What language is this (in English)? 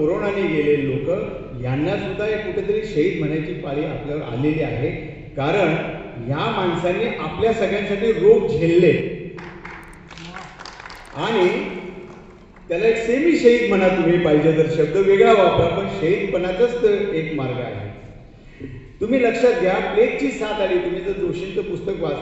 Marathi